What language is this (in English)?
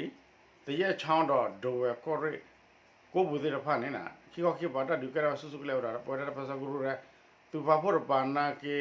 S'gaw Karen